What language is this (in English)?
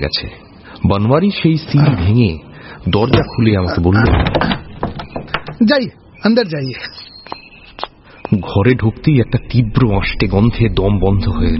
Bangla